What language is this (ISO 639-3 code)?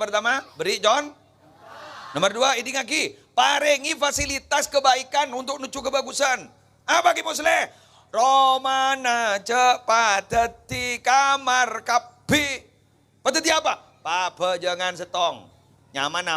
mad